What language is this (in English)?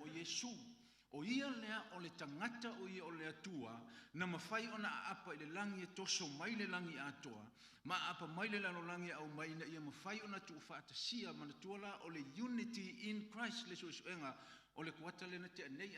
Samoan